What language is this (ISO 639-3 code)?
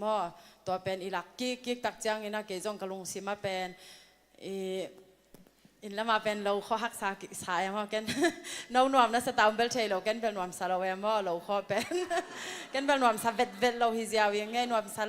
ctd